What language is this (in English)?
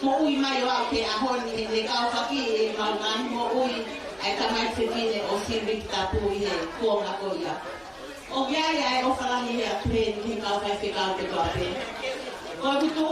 Tongan